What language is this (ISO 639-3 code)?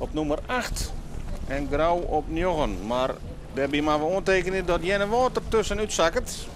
fry